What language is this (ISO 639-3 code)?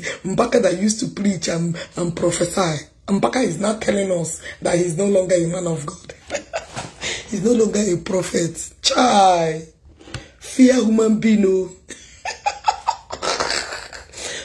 ibo